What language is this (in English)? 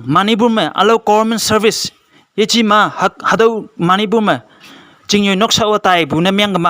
Konyak Naga